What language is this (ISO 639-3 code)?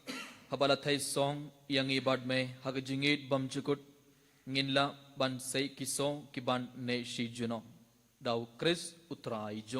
kha